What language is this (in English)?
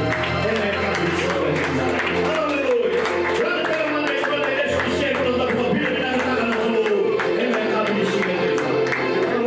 Fijian